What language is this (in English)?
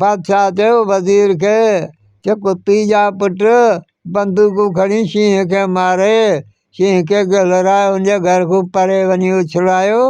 Sindhi